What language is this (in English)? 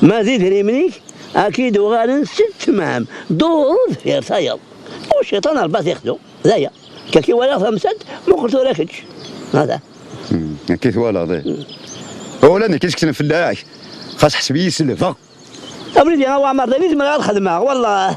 Kabyle